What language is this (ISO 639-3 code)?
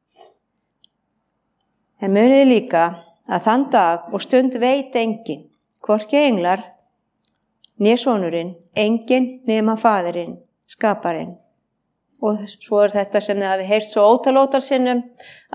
isl